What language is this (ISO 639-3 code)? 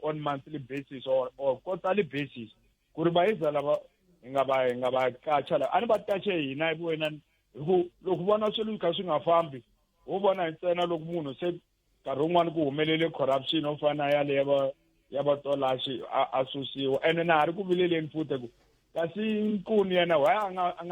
tso